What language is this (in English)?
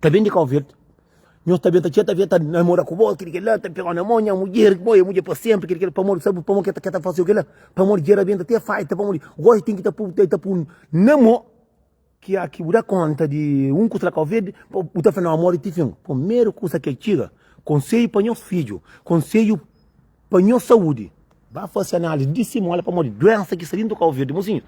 Kabuverdianu